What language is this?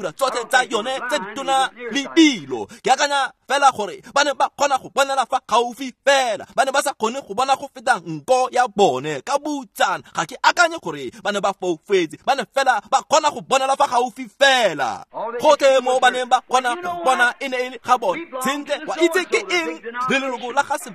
Tswana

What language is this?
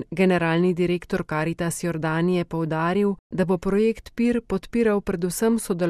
Slovenian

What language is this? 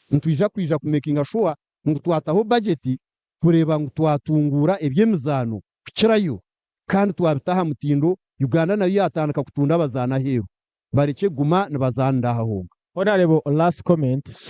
Nyankole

